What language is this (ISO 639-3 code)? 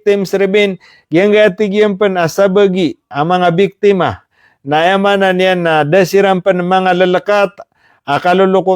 mrw